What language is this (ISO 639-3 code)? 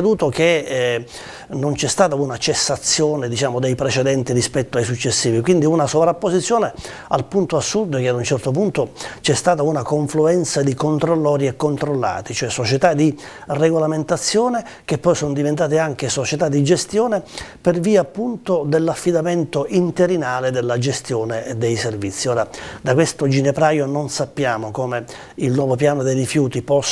ita